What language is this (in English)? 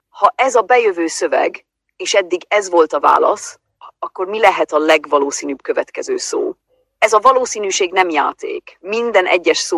Hungarian